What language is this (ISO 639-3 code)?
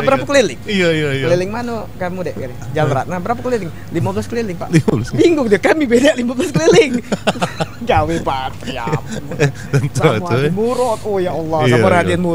mui